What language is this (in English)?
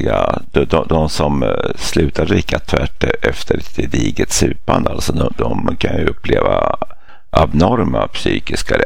Swedish